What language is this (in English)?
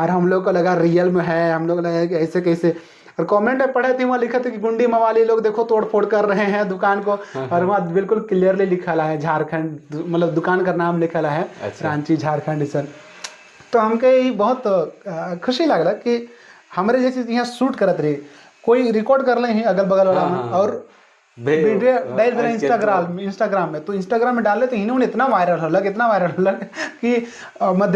Sadri